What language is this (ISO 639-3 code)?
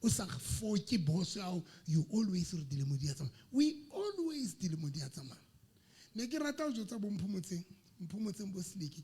sot